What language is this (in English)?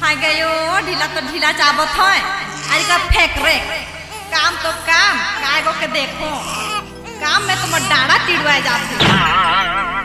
Sadri